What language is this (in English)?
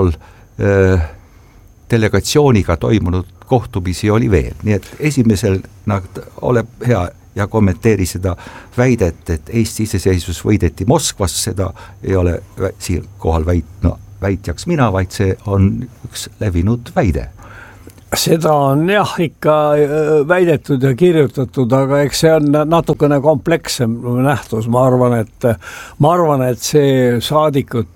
Estonian